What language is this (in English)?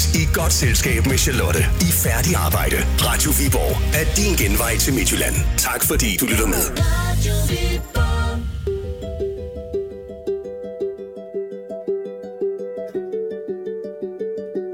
Danish